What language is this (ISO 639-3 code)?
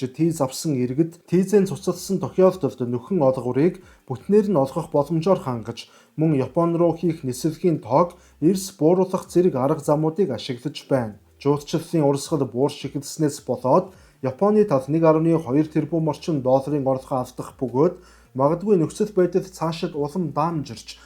mon